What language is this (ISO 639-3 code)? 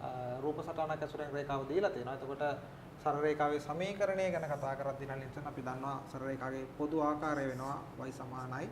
sin